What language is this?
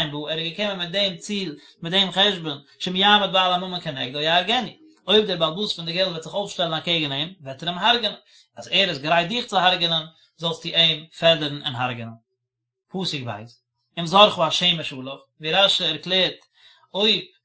Yiddish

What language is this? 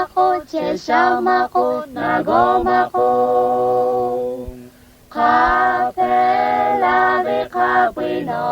Lahu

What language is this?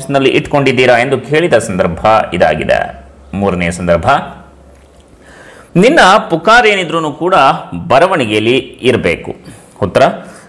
Kannada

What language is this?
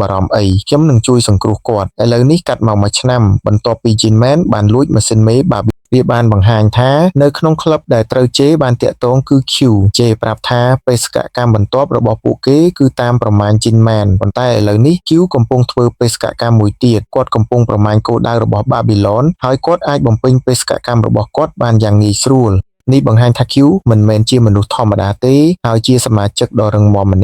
Khmer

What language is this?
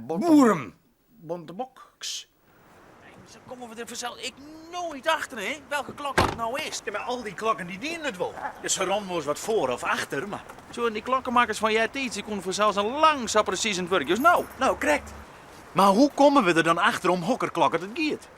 Western Frisian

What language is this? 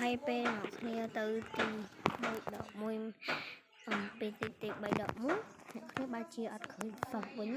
Khmer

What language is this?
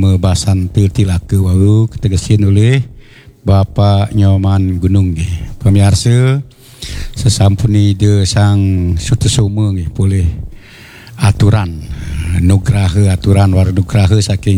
Balinese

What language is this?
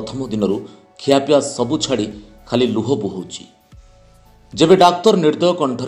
Odia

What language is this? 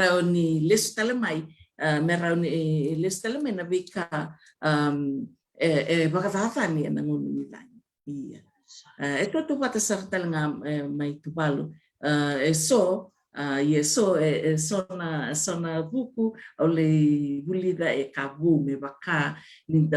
Fijian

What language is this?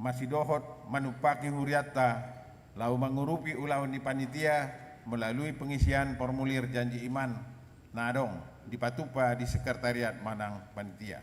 Batak Toba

